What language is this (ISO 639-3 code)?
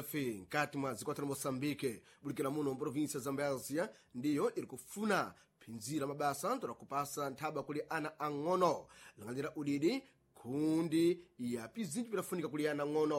seh